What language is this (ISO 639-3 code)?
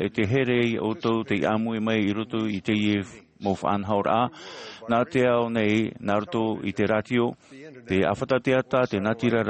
tah